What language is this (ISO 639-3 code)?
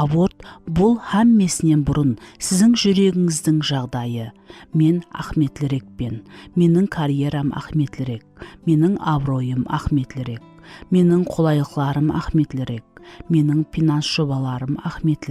kaa